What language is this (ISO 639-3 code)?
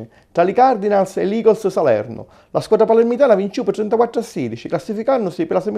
scn